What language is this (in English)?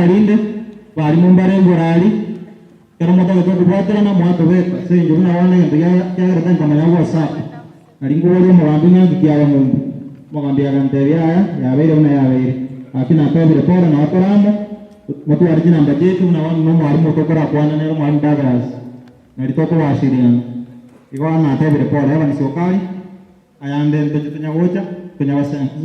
Gusii